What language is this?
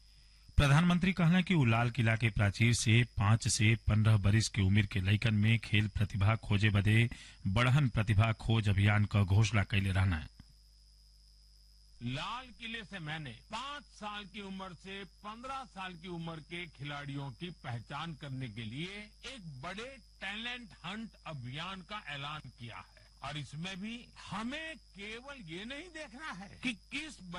Bhojpuri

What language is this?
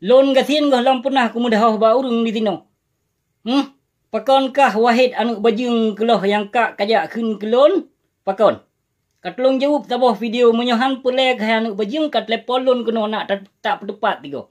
Achinese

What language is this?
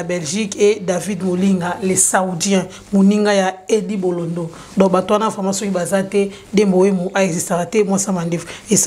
Lingala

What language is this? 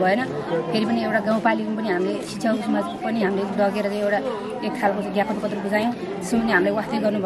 Nepali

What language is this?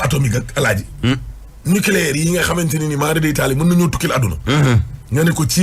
Wolof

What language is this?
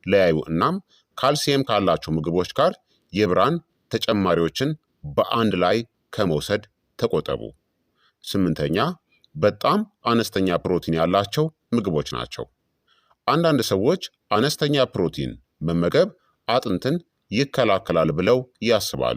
Amharic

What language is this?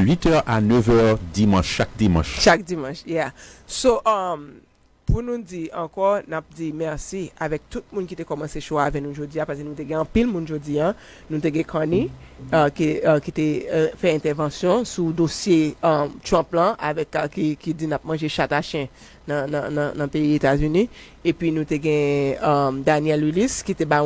Haitian Creole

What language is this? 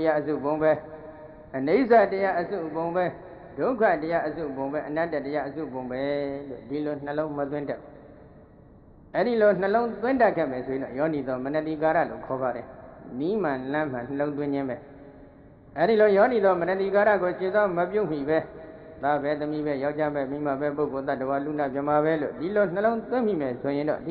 Burmese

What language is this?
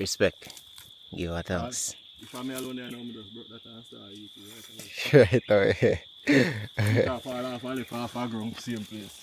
Jamaican Creole English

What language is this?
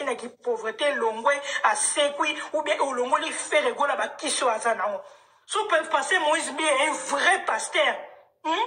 Lingala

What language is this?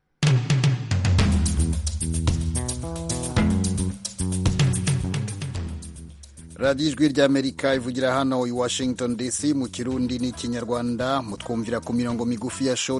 Kinyarwanda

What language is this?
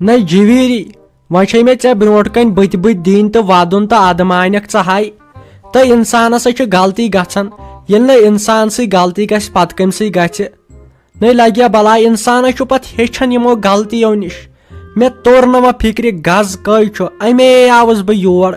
Kashmiri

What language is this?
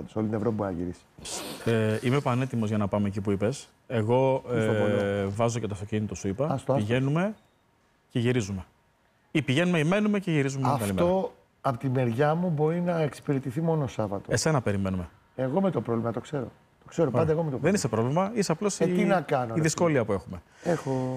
Greek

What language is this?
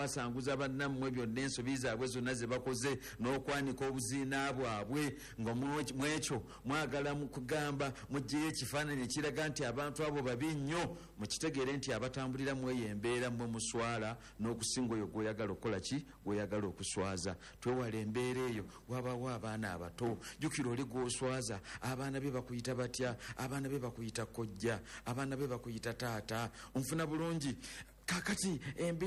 Ganda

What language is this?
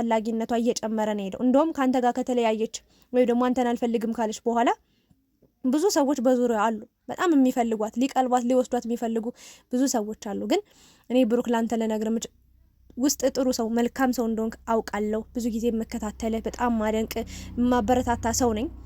Amharic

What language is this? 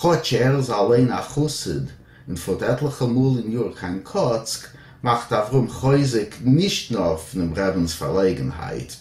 Yiddish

